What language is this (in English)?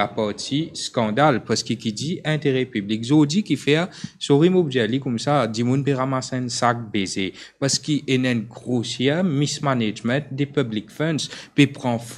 Morisyen